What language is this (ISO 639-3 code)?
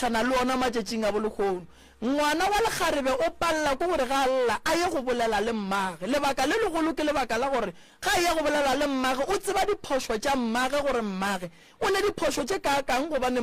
nso